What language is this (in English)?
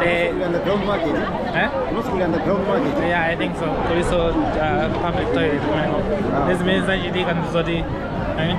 Nyanja